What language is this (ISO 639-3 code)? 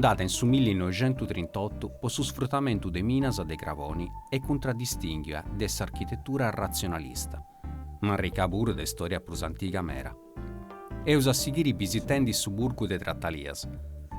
srd